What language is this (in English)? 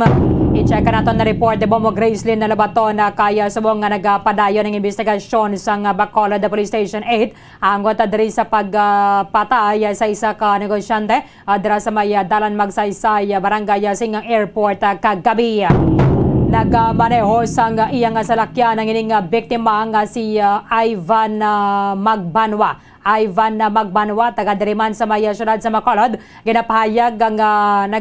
Hiligaynon